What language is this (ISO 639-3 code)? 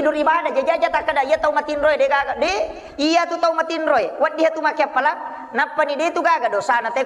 bug